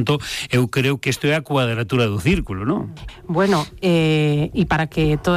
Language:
Galician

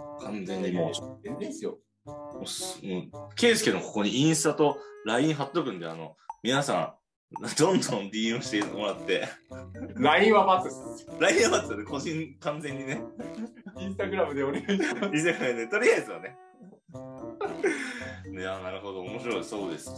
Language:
Japanese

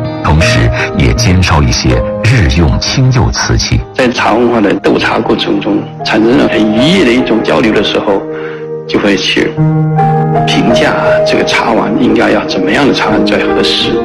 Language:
Chinese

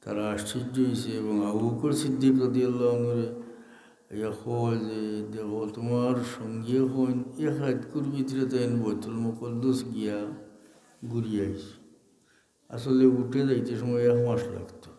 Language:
Sylheti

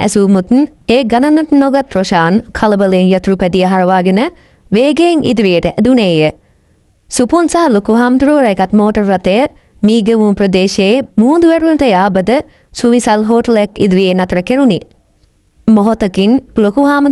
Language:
Sinhala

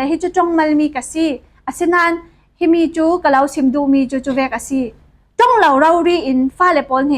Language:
Falam Chin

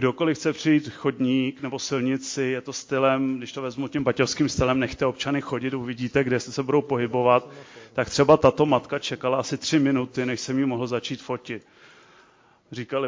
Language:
Czech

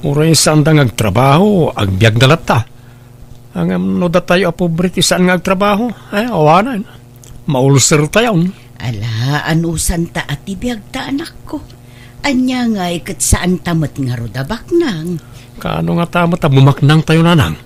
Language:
Iloko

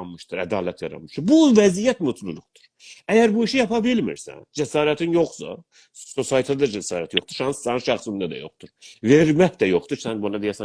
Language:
South Azerbaijani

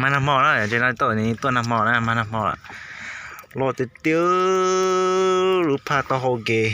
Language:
Hmong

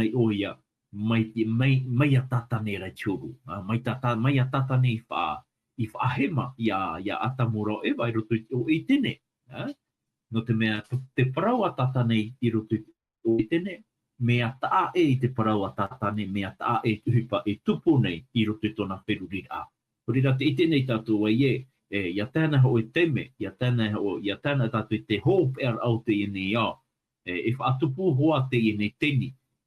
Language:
Tahitian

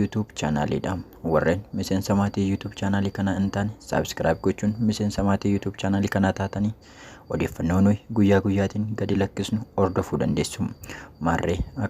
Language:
Oromo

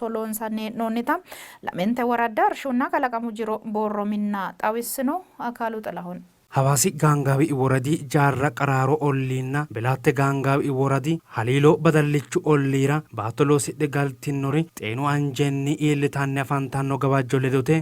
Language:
Sidamo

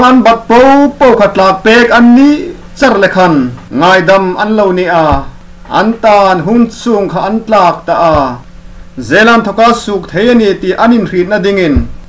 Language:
Hmar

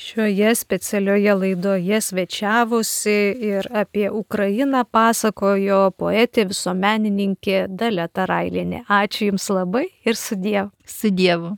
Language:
Lithuanian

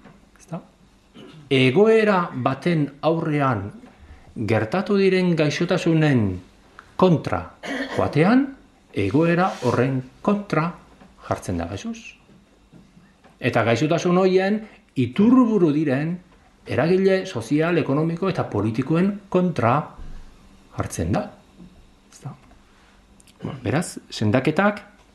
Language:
Basque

